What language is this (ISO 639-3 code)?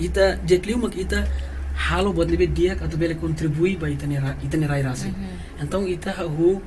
tet